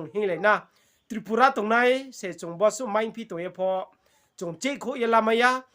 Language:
Riang (India)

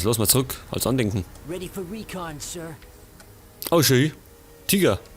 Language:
Bavarian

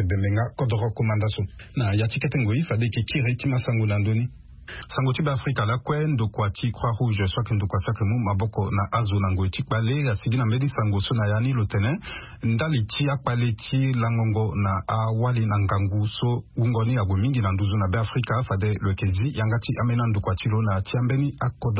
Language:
Sango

